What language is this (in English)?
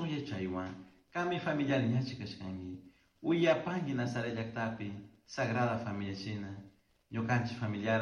Chimborazo Highland Quichua